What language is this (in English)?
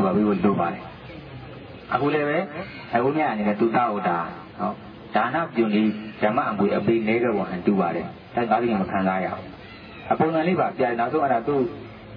Burmese